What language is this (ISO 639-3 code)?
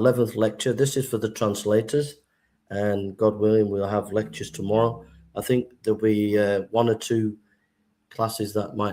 eng